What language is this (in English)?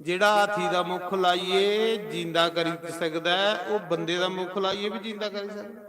Dogri